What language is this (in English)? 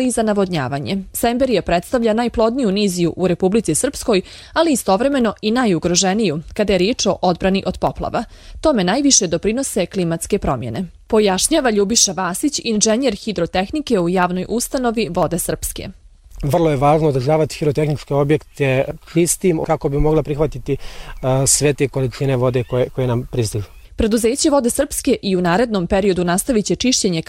Croatian